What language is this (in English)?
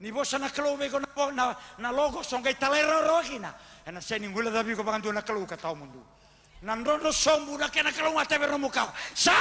Fijian